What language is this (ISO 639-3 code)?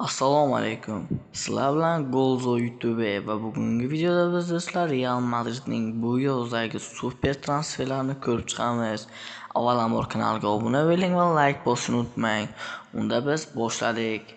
uzb